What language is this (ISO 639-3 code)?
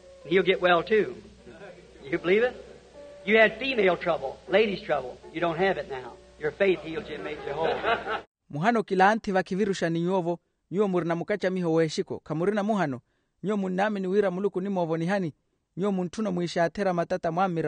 vmw